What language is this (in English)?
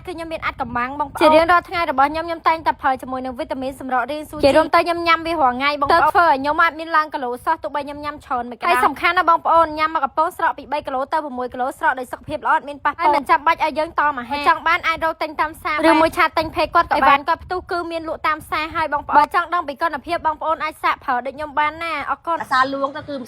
Khmer